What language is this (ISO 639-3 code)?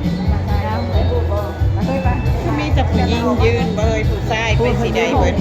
lao